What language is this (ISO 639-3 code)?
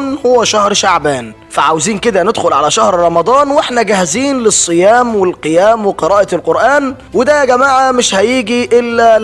arz